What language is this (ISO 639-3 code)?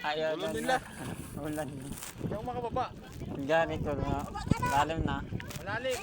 ceb